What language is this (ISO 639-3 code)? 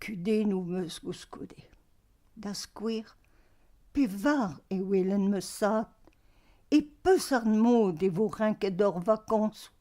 bre